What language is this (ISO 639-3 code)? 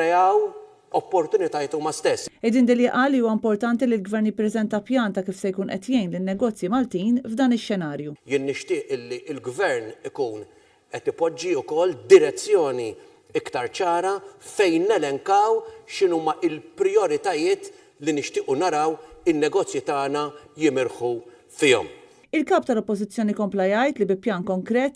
mlt